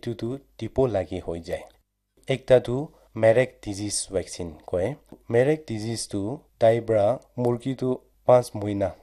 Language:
Naga Pidgin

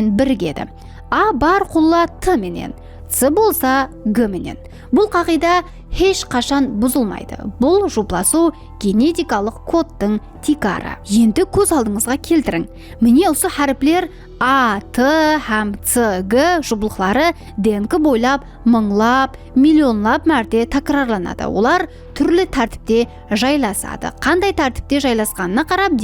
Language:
Kara-Kalpak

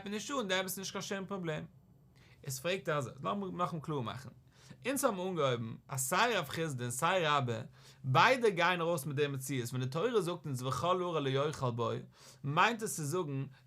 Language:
Yiddish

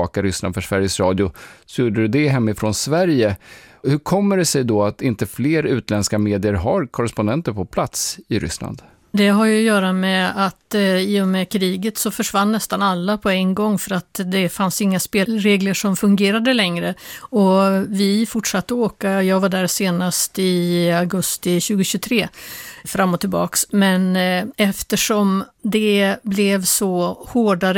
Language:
Swedish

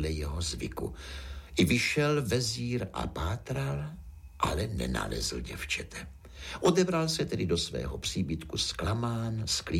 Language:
Czech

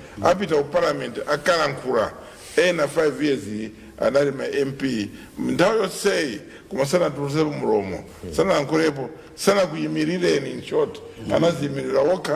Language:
Nyanja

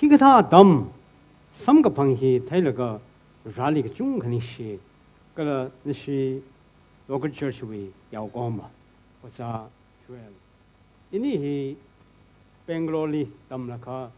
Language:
Tangkhul Naga (India)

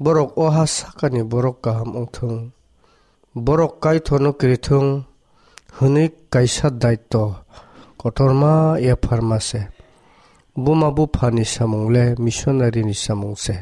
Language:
Kok Borok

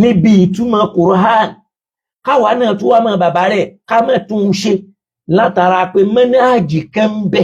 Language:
Yoruba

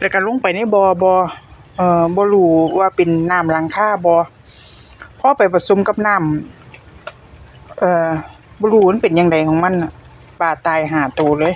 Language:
Northeastern Thai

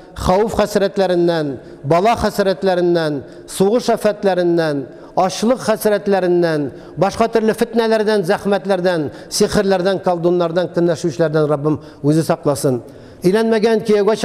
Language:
Tatar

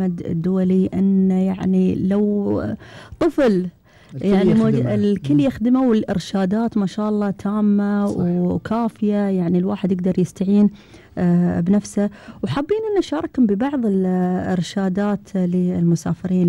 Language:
Gulf Arabic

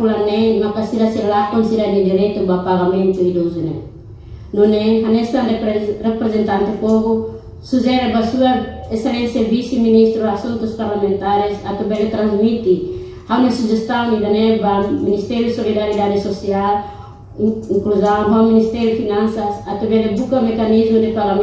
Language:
Tetum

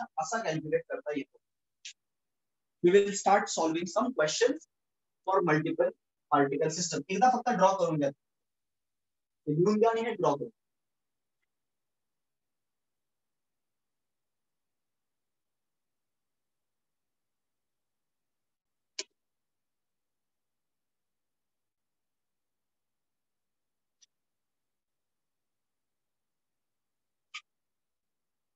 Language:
Marathi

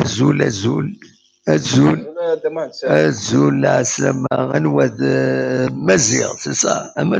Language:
Kabyle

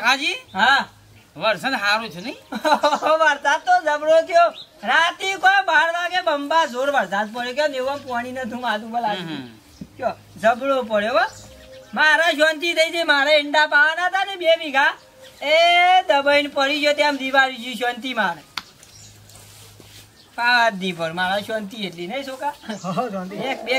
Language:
Gujarati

